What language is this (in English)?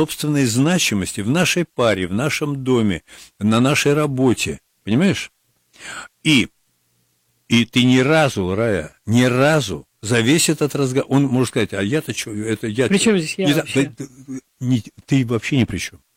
Russian